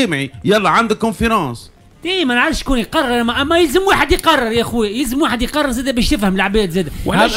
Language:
Tunisian Arabic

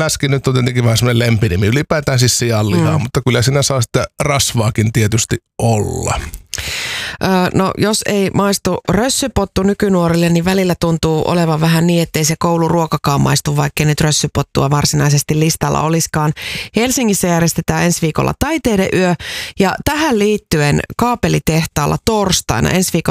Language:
Finnish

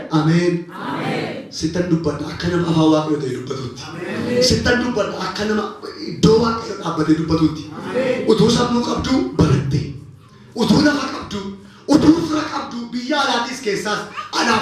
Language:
Oromo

